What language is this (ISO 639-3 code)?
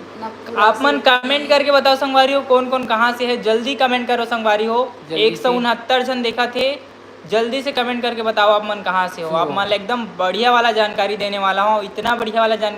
hne